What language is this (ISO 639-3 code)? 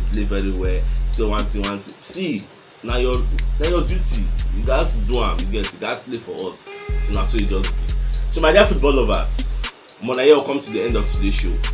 pcm